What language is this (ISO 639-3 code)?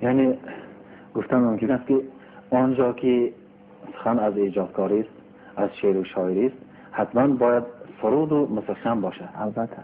tgk